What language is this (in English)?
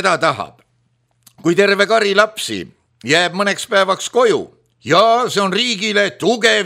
Estonian